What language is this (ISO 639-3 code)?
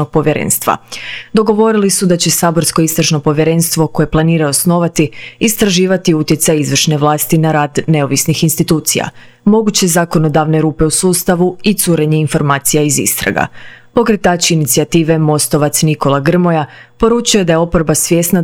hrv